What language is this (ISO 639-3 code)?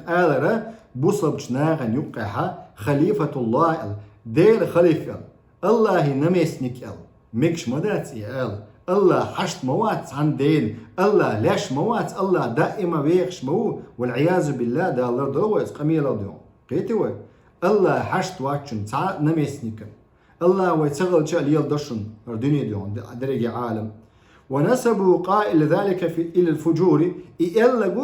che